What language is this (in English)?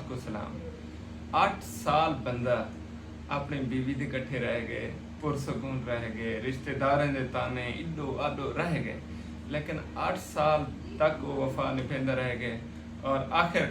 Saraiki